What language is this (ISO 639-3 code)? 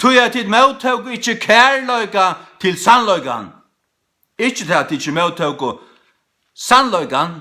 fao